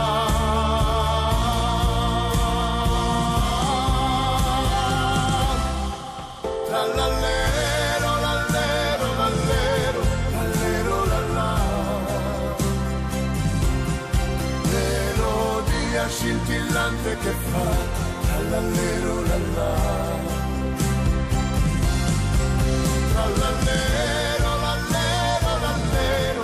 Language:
Italian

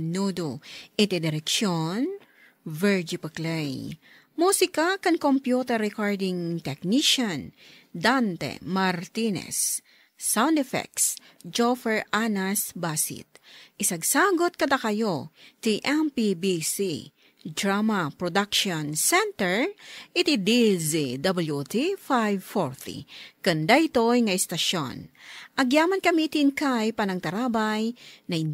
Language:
Iloko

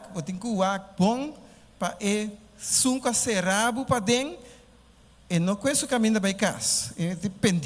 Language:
Papiamento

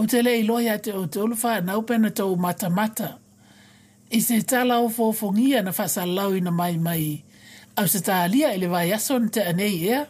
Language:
Samoan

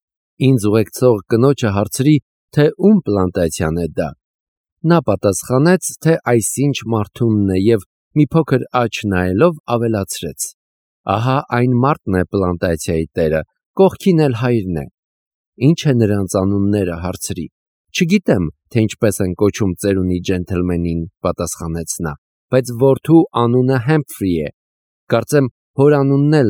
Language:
Armenian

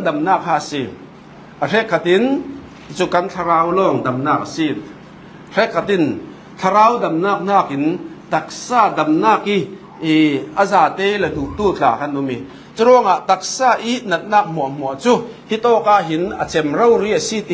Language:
Falam Chin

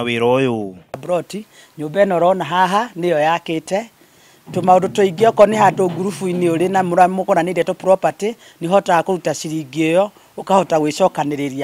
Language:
Kikuyu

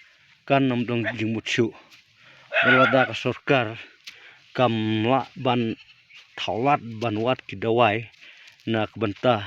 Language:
Khasi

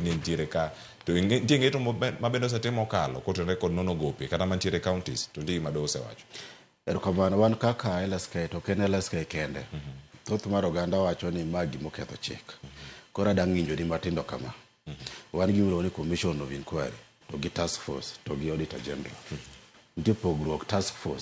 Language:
Luo (Kenya and Tanzania)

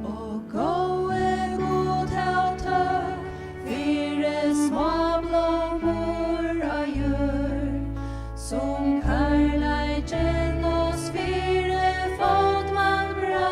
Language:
Faroese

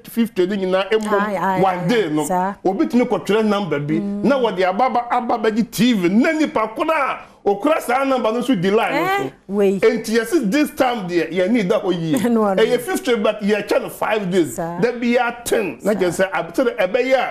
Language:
Akan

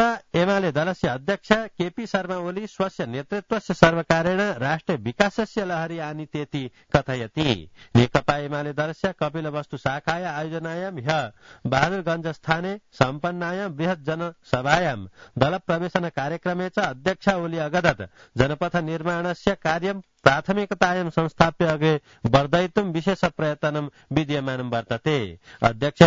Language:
Sanskrit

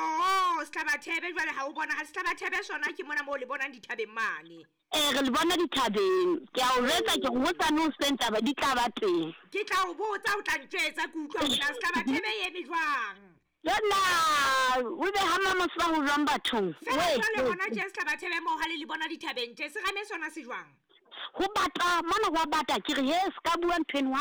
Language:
Southern Sotho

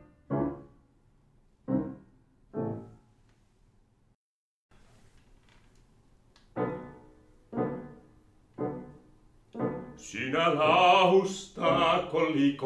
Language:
Finnish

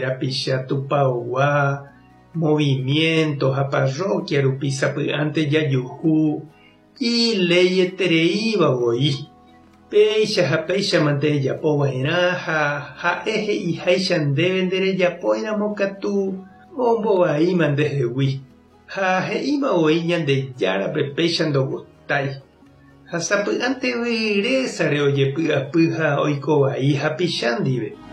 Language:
Guarani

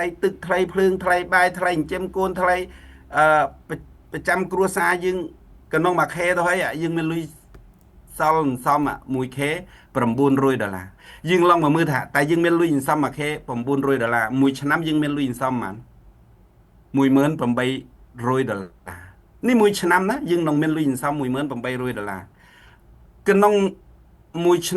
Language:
Khmer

